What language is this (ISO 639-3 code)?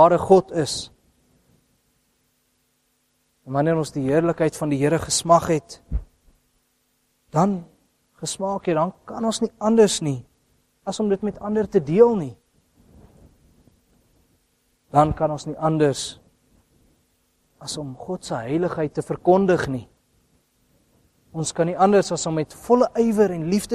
afr